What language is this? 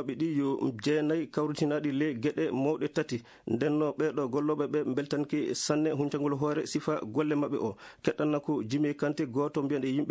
Fula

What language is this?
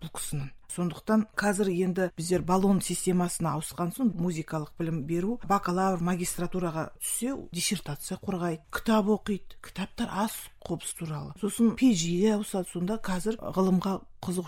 Kazakh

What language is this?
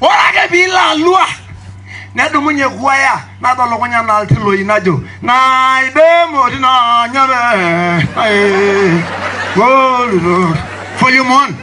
Masai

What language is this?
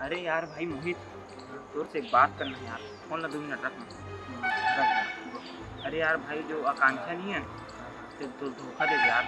Chhattisgarhi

